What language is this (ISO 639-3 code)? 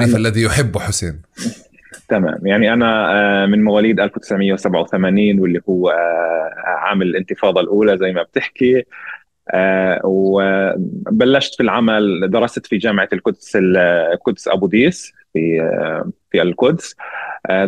apc